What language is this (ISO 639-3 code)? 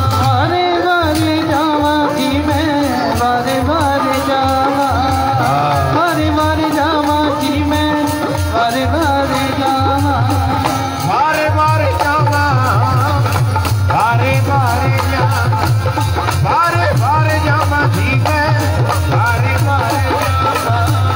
pan